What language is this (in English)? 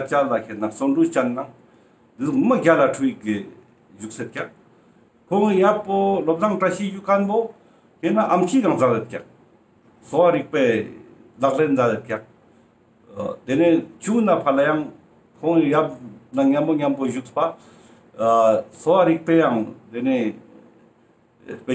Ladakhi